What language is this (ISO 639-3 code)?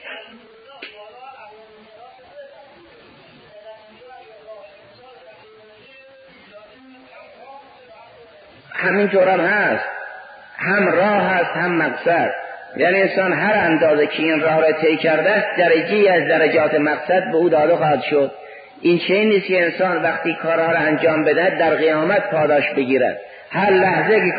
fas